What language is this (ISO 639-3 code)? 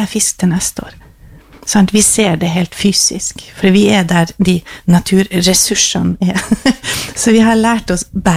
nor